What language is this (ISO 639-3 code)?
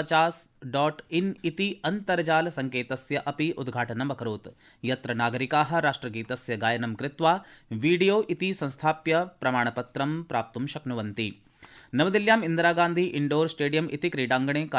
san